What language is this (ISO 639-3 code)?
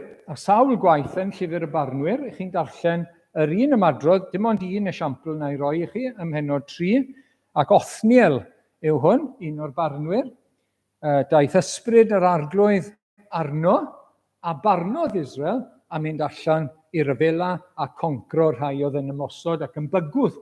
cym